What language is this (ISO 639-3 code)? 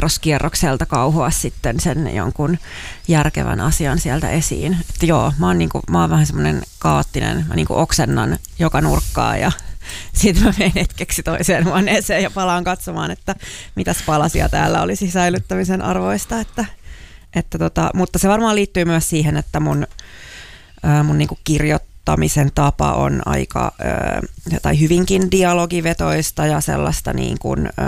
fin